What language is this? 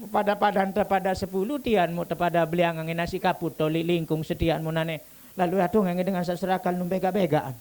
Sasak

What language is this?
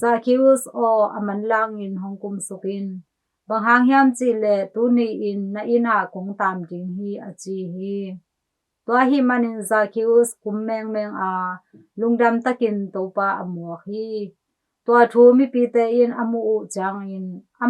Tedim Chin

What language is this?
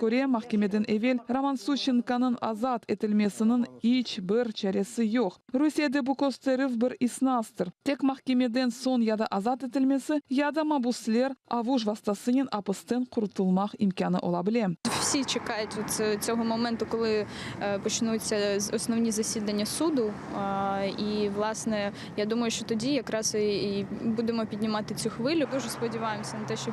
Crimean Tatar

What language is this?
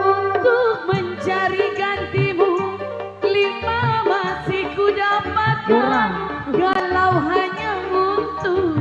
Betawi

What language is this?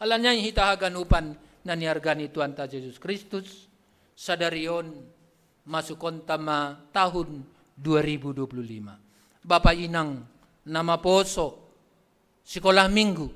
Batak Simalungun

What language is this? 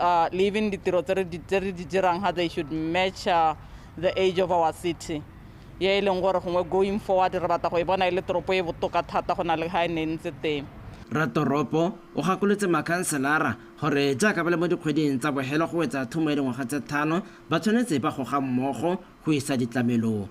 Tswana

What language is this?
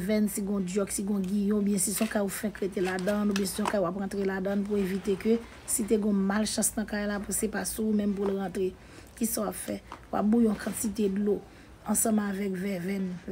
Haitian Creole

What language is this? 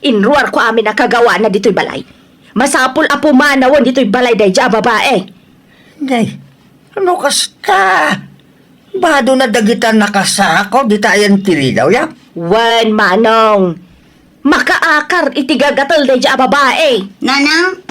Iloko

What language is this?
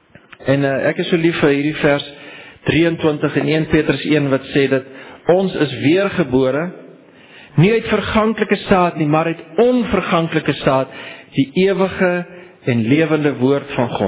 Afrikaans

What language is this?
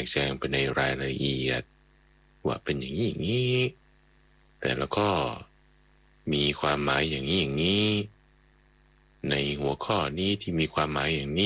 Thai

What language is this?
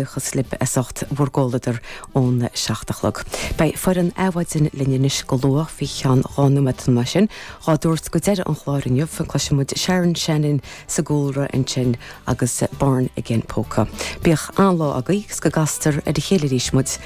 Irish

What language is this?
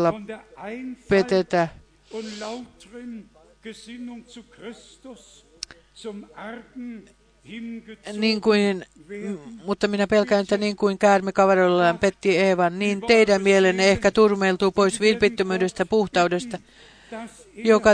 Finnish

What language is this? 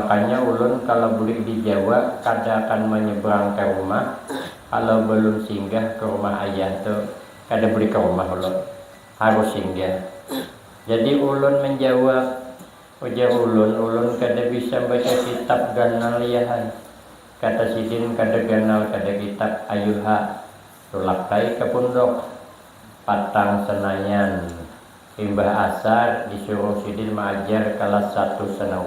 Banjar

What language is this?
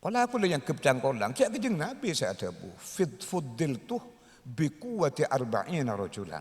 Madurese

